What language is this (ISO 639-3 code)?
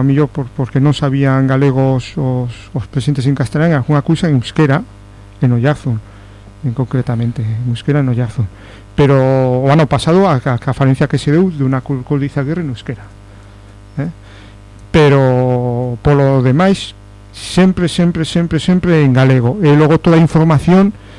glg